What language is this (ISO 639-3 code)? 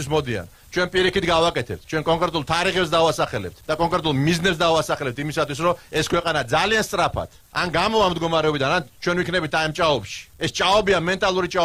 kat